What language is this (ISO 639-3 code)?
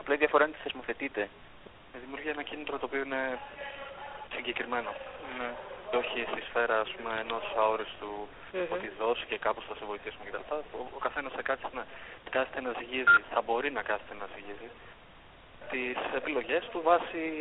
ell